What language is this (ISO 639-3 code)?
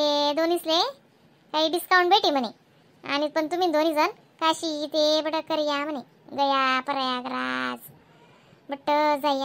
khn